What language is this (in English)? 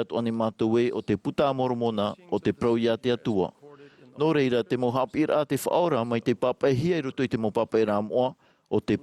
Tahitian